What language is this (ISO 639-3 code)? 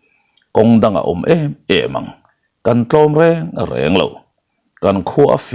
lus